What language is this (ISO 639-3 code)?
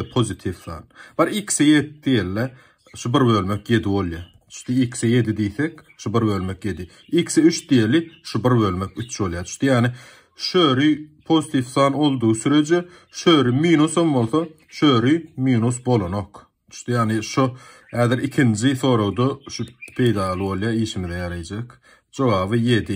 tuk